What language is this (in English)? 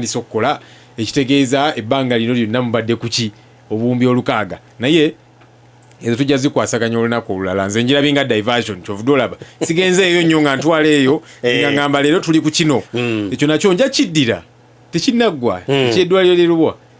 Ganda